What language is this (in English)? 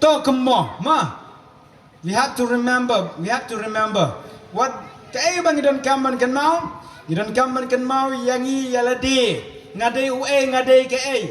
Khasi